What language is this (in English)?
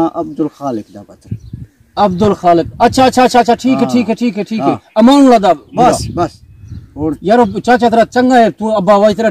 Saraiki